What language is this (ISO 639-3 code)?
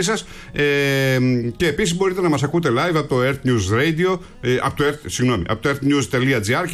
ell